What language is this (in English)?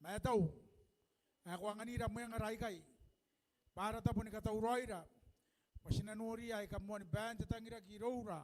Gilbertese